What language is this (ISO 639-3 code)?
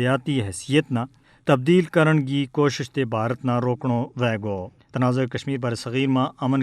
gju